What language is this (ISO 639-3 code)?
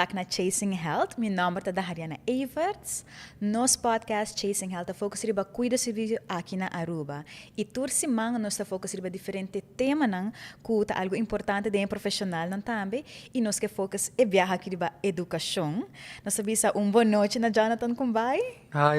pap